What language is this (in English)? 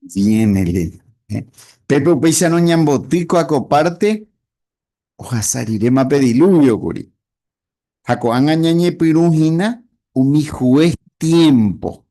Guarani